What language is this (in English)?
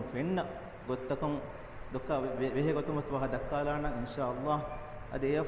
Divehi